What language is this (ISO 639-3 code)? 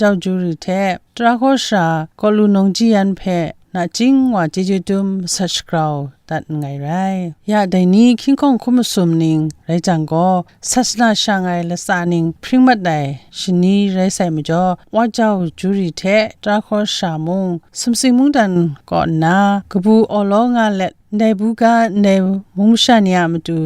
kac